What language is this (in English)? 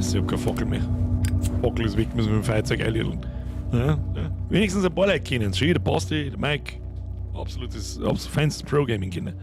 Bavarian